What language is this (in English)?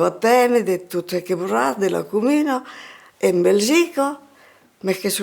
Occitan